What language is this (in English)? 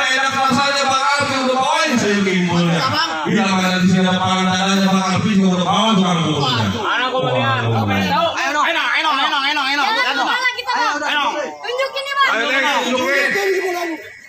Betawi